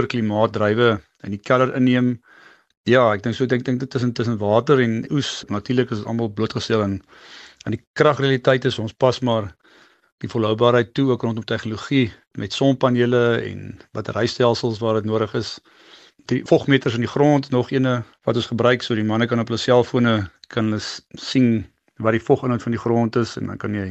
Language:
Afrikaans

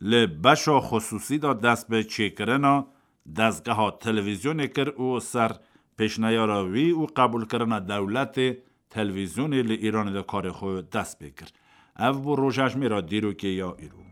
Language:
Kurdish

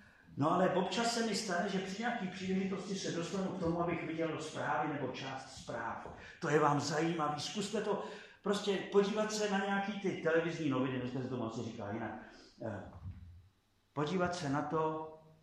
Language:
Czech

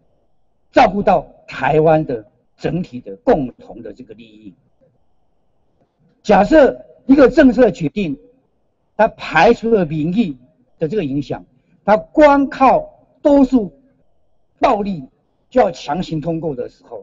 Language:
Chinese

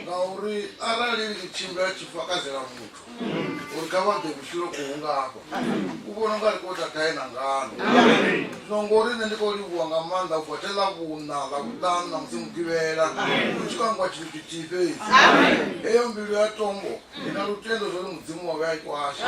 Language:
Venda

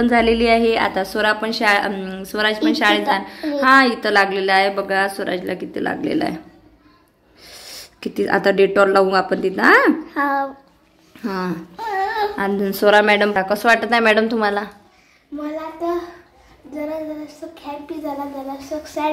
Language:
Marathi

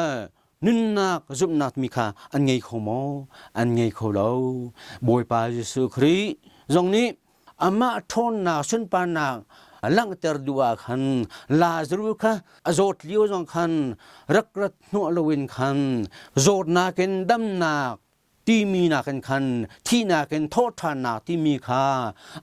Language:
Hakha Chin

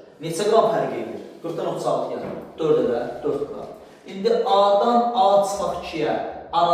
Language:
Azerbaijani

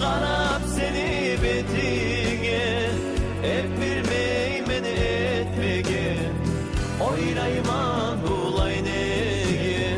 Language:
Kumyk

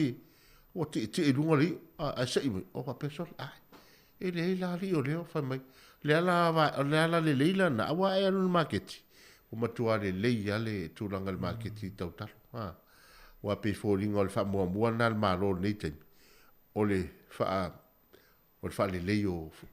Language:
Samoan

